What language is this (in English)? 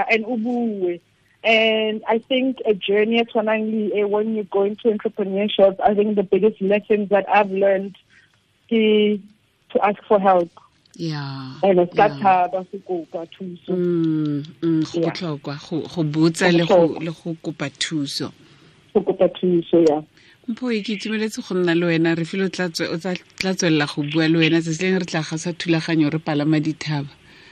Tswana